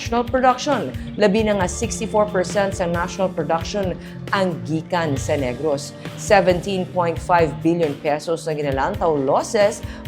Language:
Hiligaynon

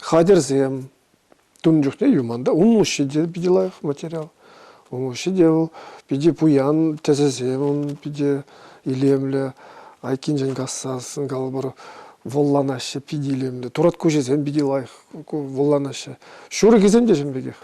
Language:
Chuvash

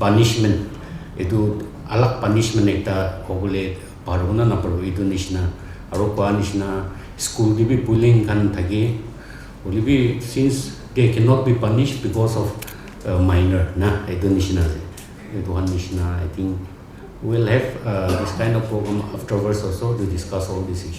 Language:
Naga Pidgin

